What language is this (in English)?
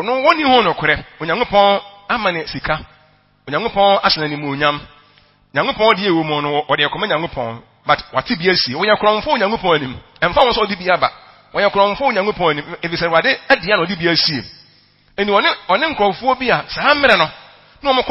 Akan